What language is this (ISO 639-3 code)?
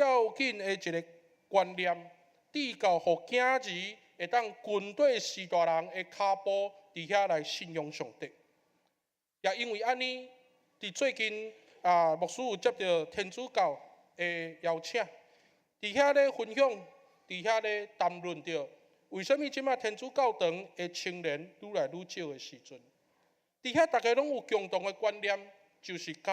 nan